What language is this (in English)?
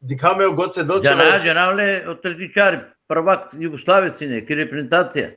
Balkan Romani